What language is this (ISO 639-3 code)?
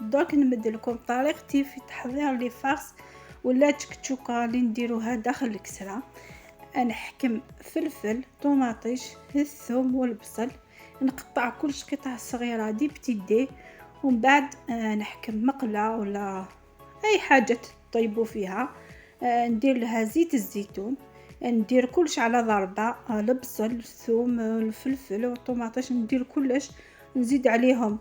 arq